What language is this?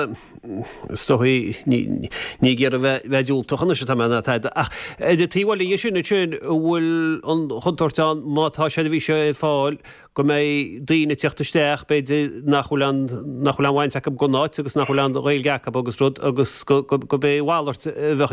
Irish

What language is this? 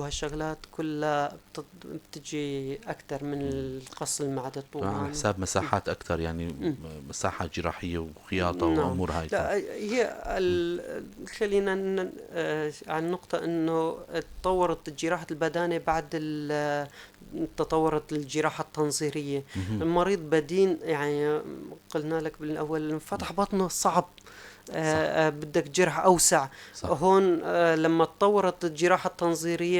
North Levantine Arabic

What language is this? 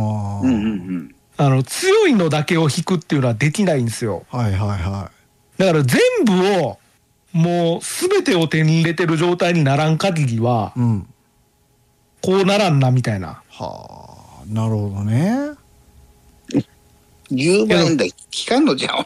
Japanese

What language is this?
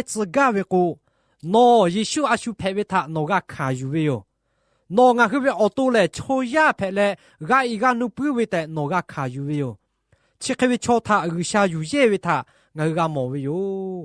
Lahu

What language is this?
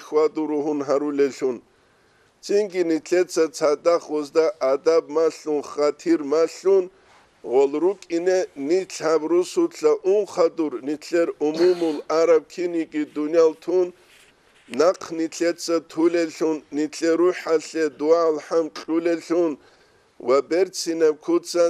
Avaric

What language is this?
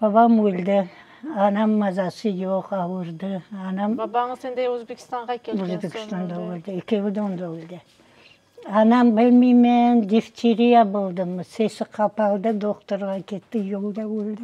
Crimean Tatar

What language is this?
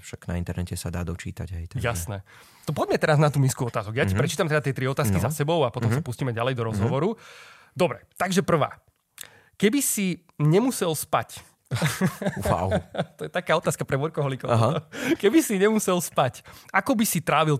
Slovak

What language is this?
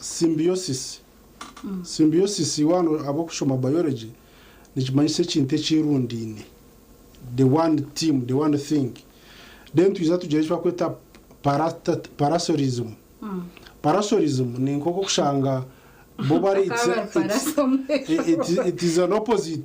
Nyankole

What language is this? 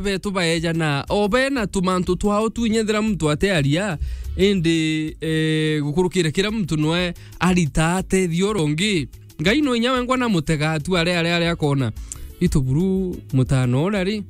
Meru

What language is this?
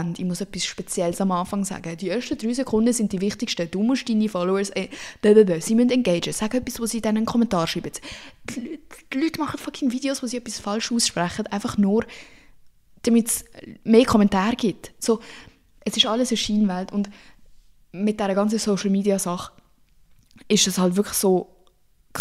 Swiss German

